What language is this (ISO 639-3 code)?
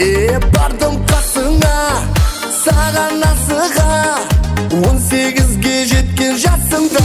kaa